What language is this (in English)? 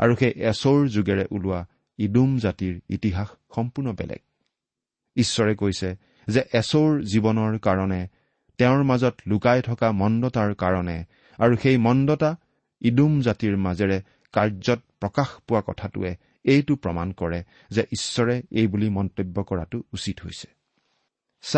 Assamese